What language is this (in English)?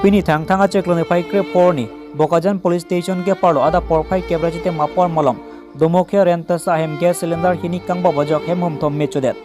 Karbi